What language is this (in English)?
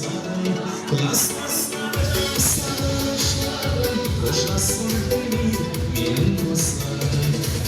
Kara-Kalpak